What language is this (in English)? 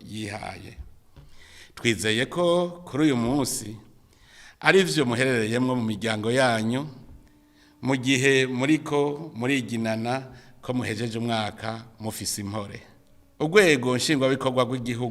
Rundi